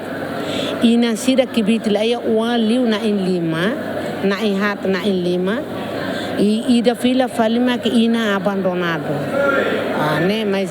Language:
Tetum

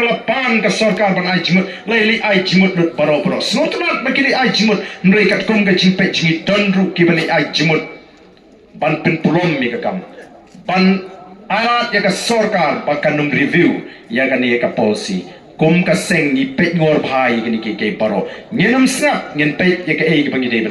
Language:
Khasi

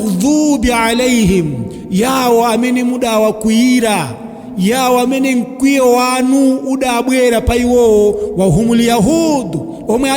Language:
Nyanja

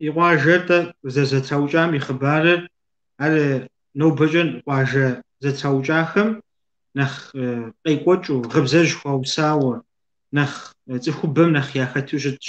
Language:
Kabardian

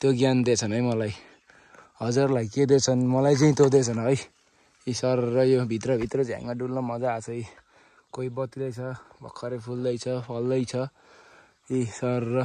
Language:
Nepali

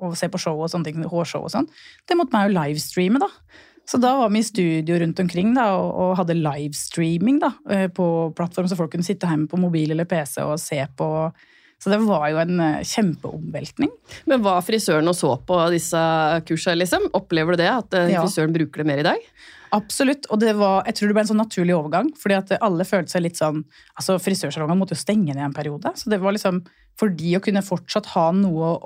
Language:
Norwegian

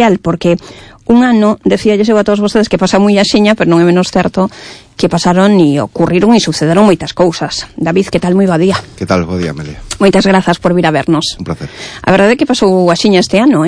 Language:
Galician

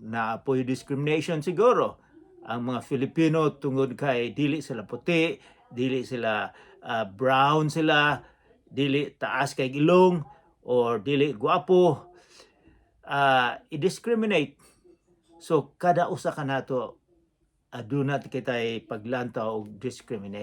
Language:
Cebuano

